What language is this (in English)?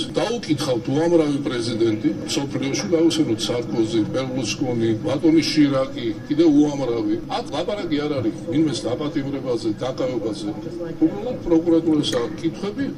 Georgian